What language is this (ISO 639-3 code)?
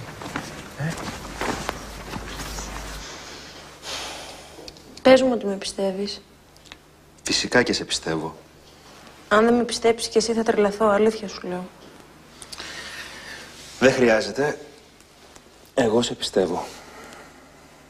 ell